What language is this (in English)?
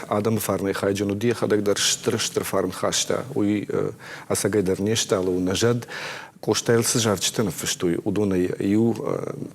Ossetic